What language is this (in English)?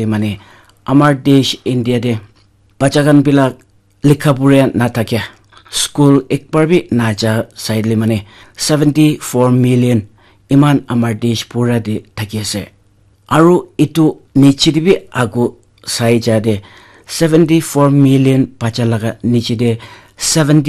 Naga Pidgin